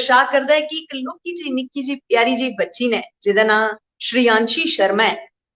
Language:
Dogri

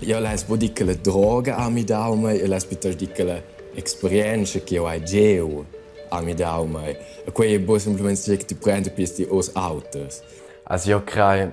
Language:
Romansh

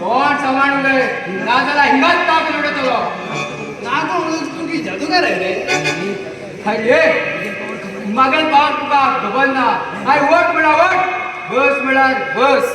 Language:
Konkani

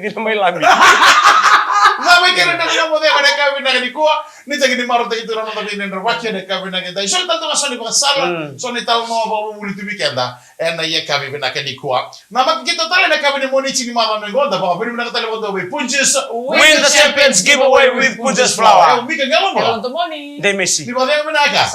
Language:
Fijian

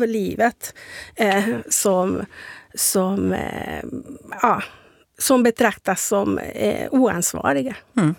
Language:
Swedish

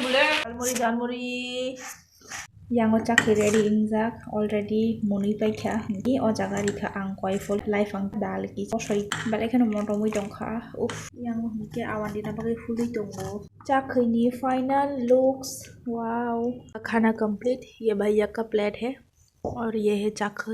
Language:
Kok Borok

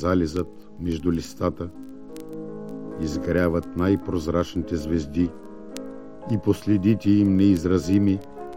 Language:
Bulgarian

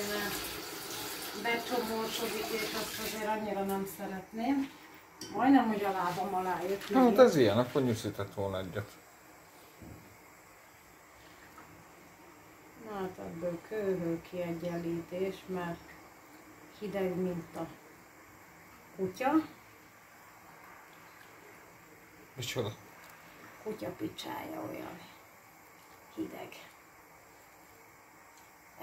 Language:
Hungarian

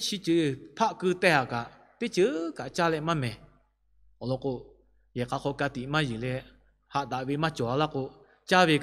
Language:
Lahu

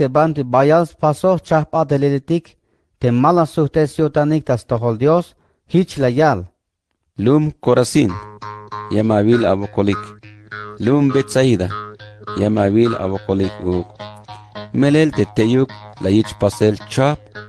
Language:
Tzeltal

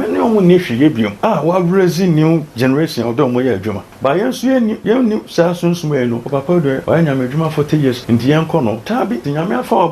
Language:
Akan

